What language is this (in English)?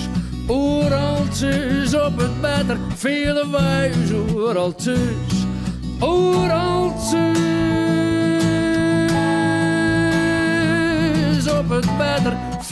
Western Frisian